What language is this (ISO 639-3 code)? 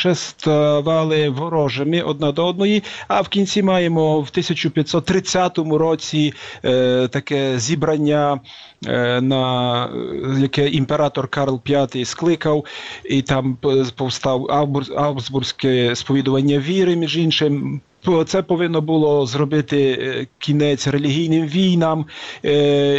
ukr